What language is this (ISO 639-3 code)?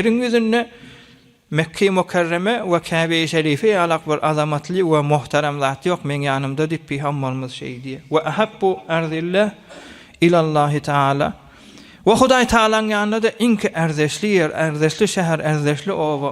tuk